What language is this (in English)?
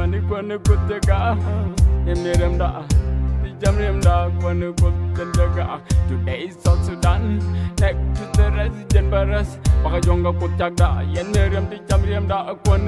Nuer